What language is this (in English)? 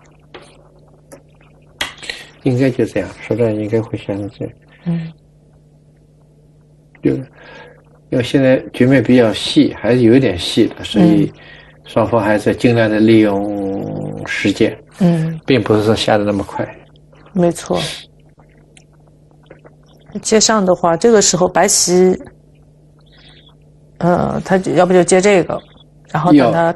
Chinese